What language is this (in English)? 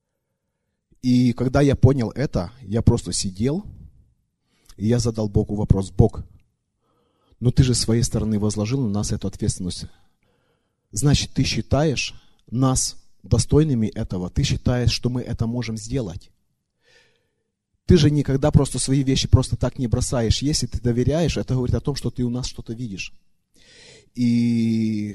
Russian